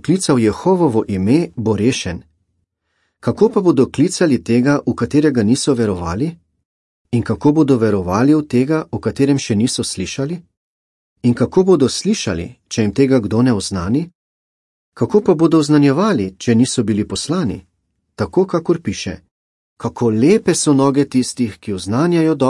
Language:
Slovenian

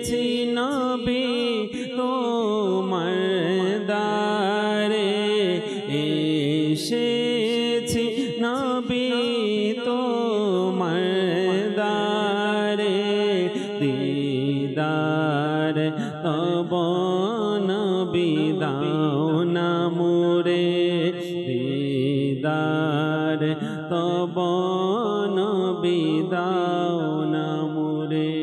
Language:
Bangla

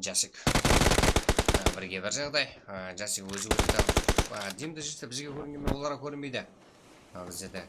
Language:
Kara-Kalpak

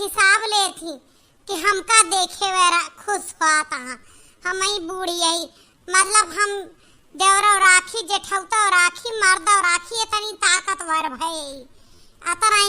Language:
Awadhi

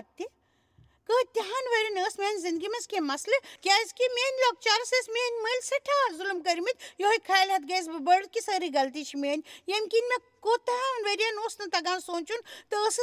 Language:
Kashmiri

